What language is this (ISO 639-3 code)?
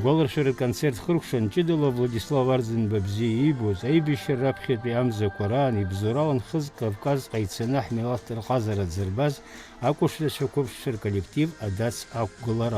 abk